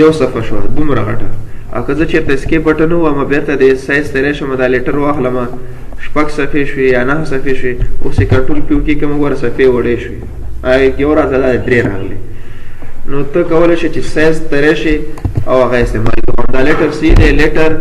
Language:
Pashto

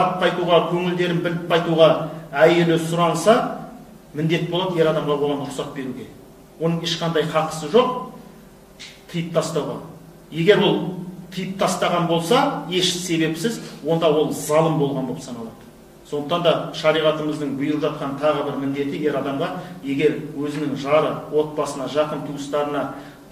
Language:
Kazakh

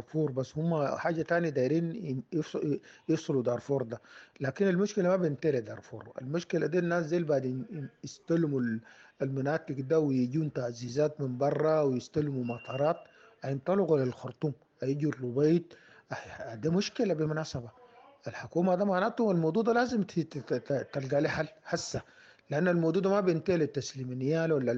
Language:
Sudanese Arabic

